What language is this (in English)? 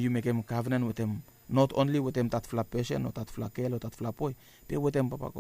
Bislama